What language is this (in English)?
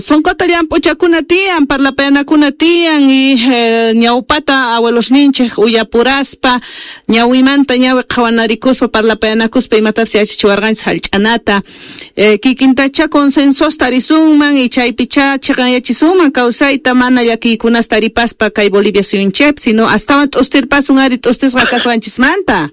Quechua